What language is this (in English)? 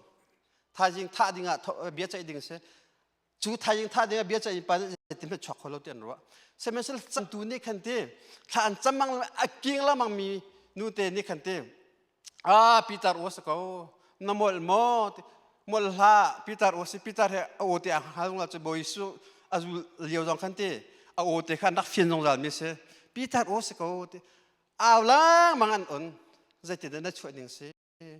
Hakha Chin